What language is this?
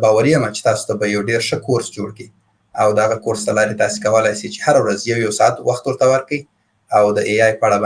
Pashto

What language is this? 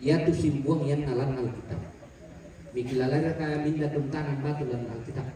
Toraja-Sa'dan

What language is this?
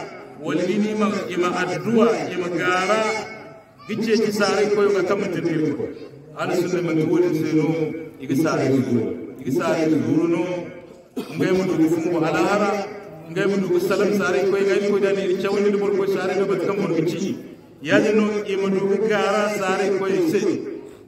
Hausa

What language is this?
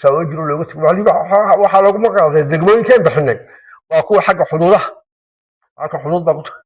Somali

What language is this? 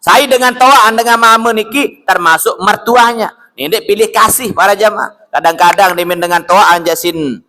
Sasak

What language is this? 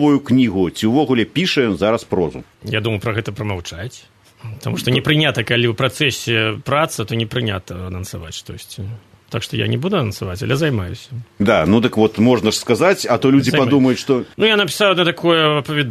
Belarusian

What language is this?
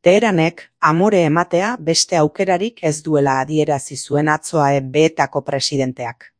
Basque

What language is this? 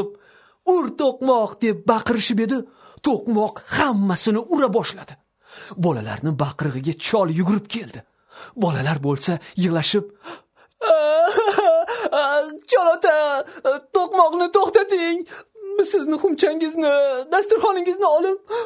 Uzbek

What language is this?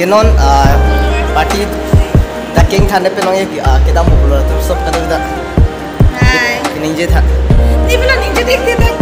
Karbi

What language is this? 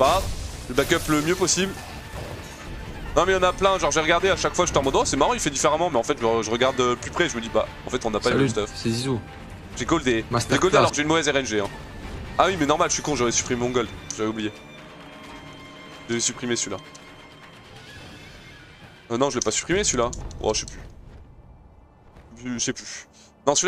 French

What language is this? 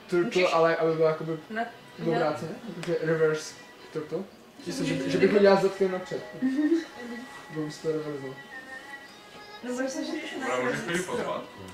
Czech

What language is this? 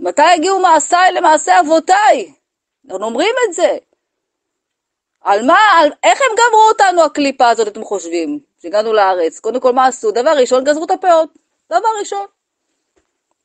Hebrew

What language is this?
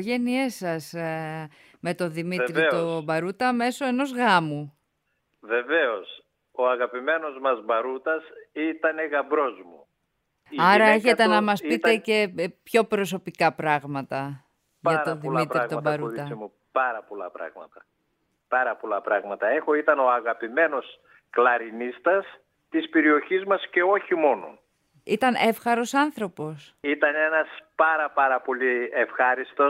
Greek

